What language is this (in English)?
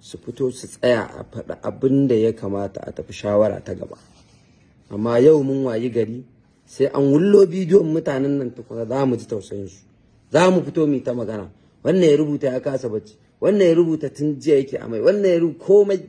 Hausa